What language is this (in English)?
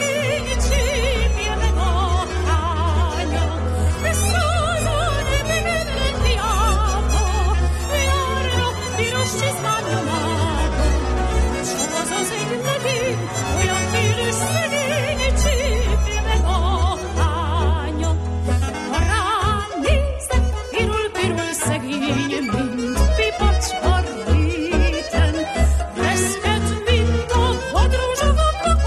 Hungarian